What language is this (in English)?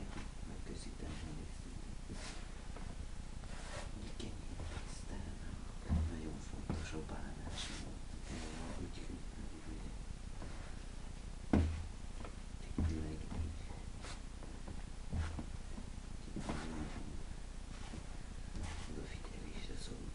Hungarian